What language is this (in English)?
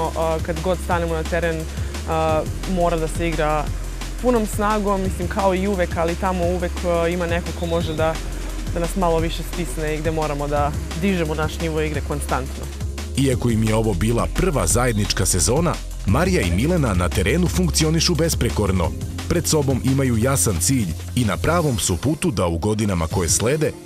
Serbian